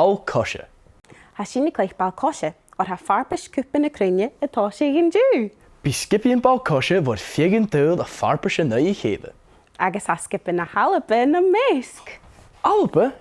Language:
Scottish Gaelic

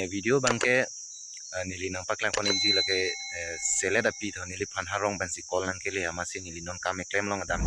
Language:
Karbi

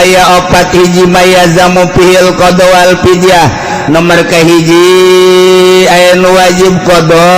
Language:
Sundanese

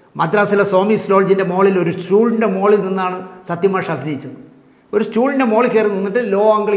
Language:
Malayalam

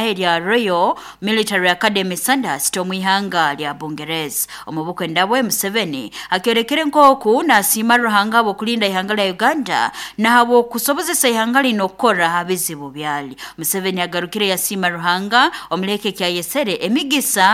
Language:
Nyoro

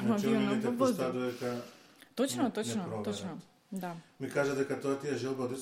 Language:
Macedonian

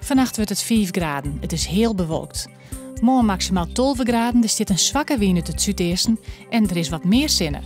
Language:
Western Frisian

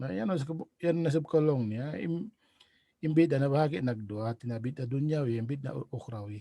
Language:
Tausug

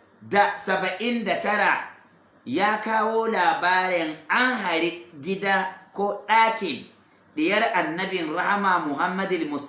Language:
Hausa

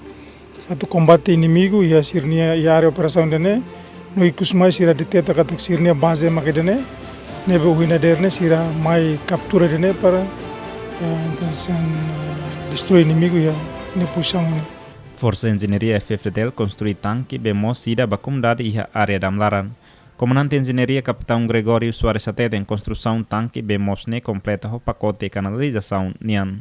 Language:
Tetum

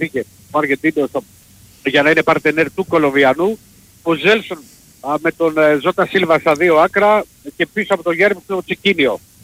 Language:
Greek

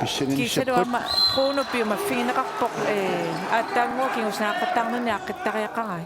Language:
Kalaallisut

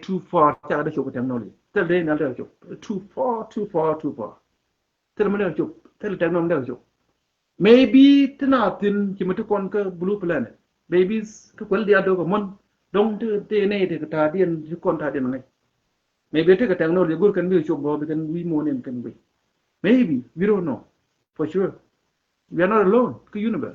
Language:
Nuer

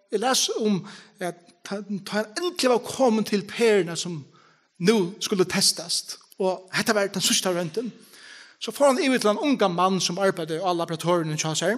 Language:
Faroese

